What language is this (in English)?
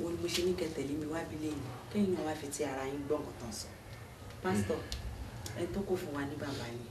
Yoruba